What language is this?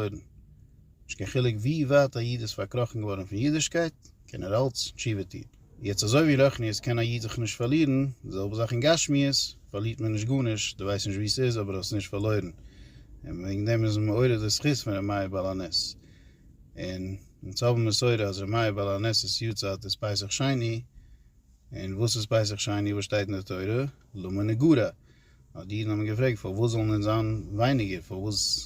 Yiddish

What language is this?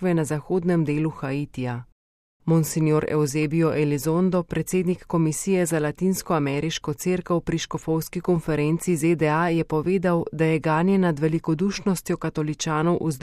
Slovenian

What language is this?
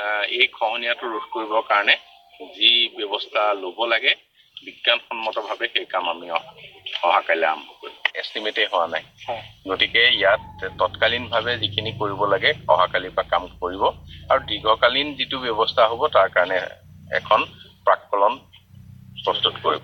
Assamese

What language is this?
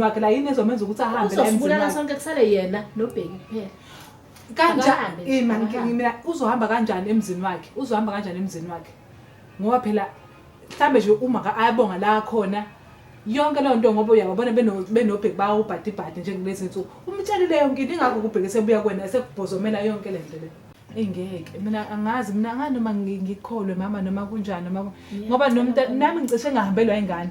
Zulu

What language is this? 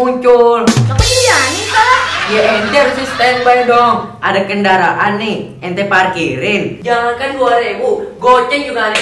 Betawi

